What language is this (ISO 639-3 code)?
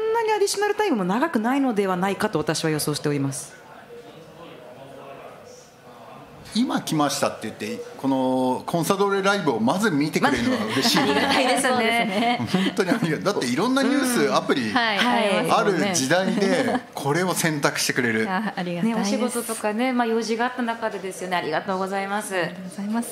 jpn